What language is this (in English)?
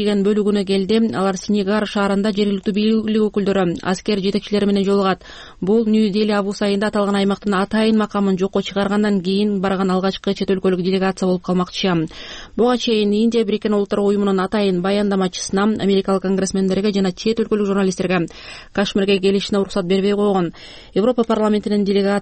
Kyrgyz